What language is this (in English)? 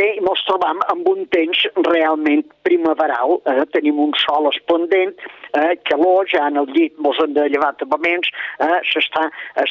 Catalan